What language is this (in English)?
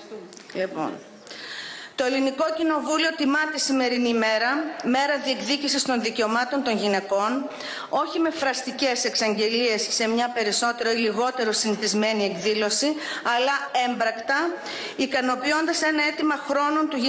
Greek